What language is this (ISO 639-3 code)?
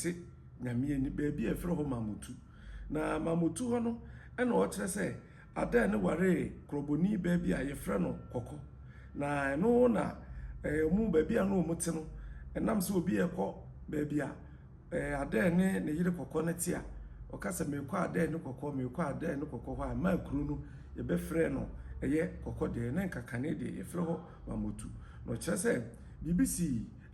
aka